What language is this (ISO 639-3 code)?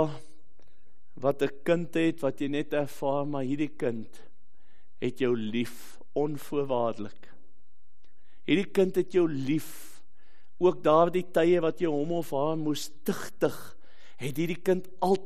afr